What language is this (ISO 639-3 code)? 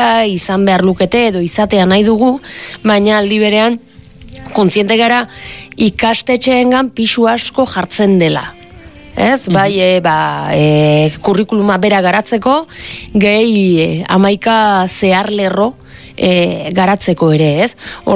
eus